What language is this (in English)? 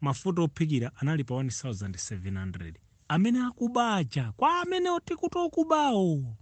Nyanja